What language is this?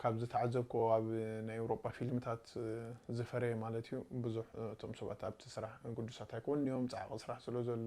Tigrinya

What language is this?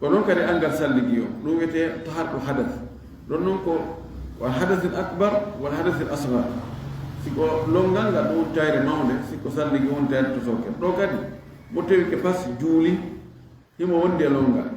Fula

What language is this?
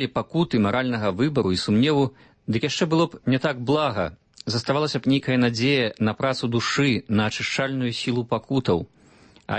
Belarusian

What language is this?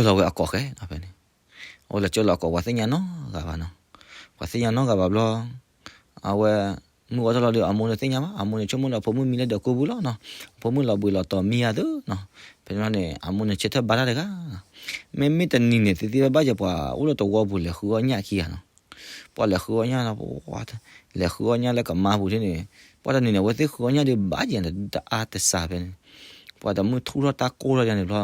S'gaw Karen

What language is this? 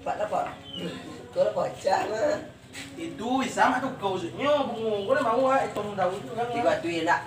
Minangkabau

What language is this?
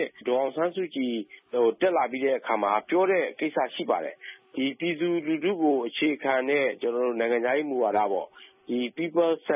Burmese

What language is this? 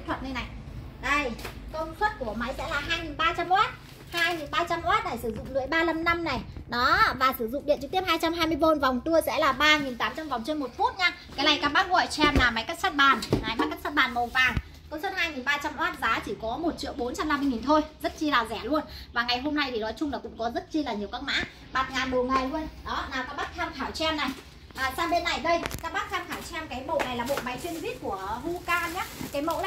Vietnamese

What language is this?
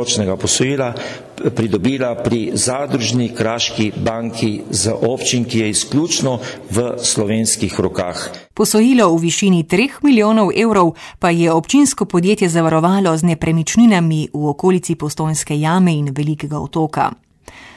Slovenian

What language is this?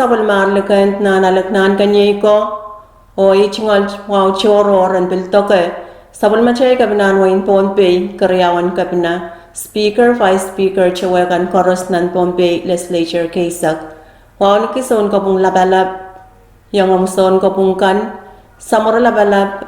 Pohnpeian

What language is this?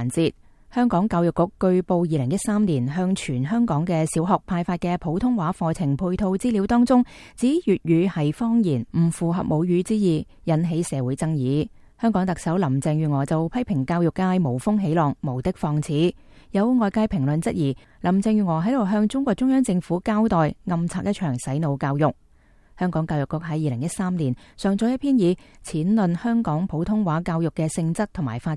Cantonese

